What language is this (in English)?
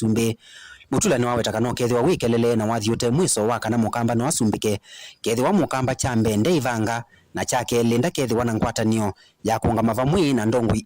Kamba